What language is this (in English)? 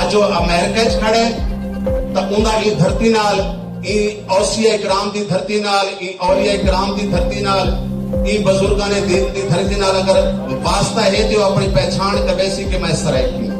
Saraiki